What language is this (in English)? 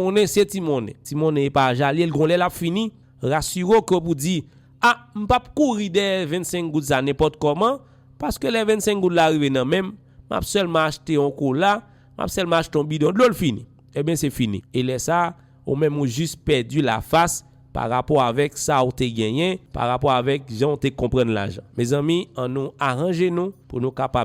Haitian Creole